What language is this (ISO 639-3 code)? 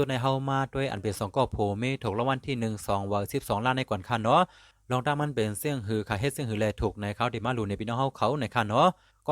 shn